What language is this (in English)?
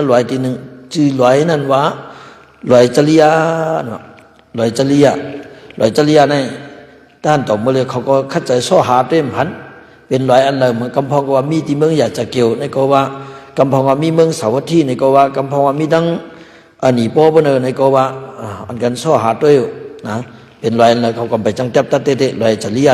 Shan